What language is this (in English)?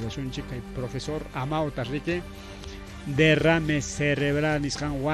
Ayacucho Quechua